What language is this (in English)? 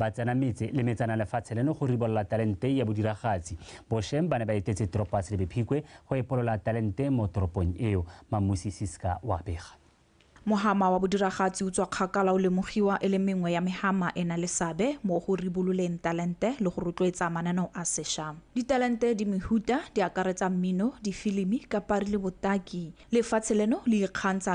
Tswana